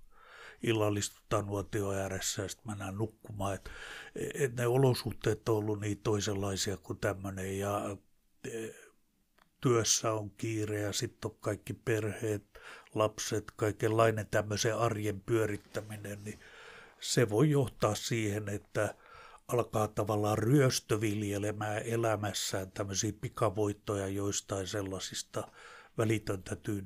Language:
Finnish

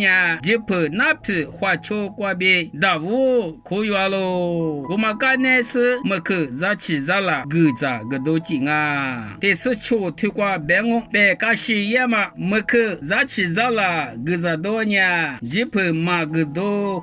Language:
Lisu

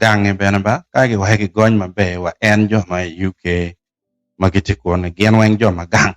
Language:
Acoli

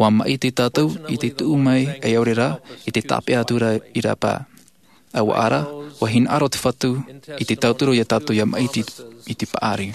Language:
Tahitian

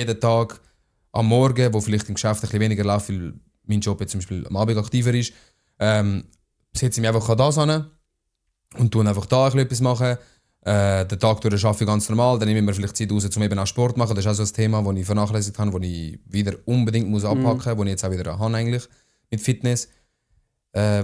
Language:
Swiss German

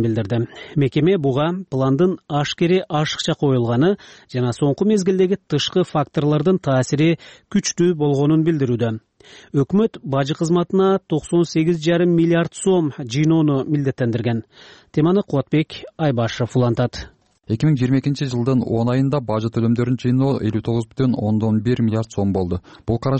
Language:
Kyrgyz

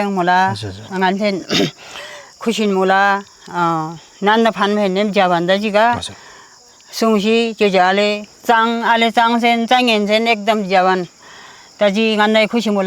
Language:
Eastern Tamang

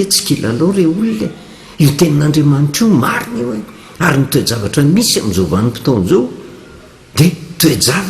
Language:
Malagasy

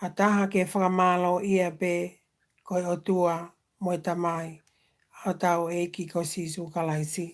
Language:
Tongan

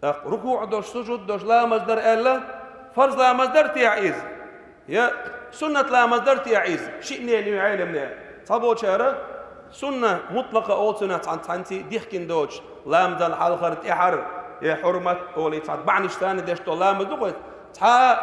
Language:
Chechen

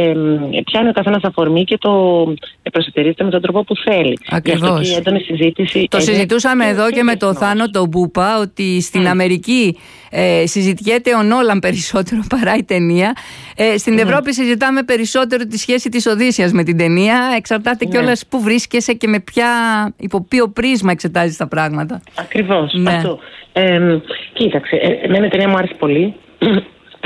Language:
Greek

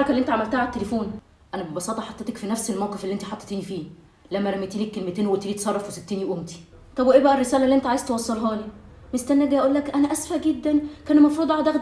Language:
Egyptian Arabic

